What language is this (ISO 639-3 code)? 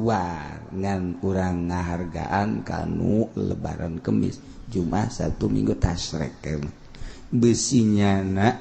sun